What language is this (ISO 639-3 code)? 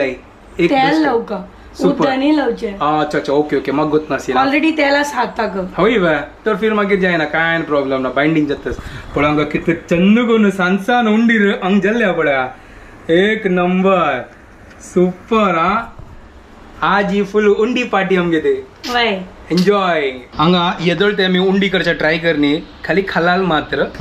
kok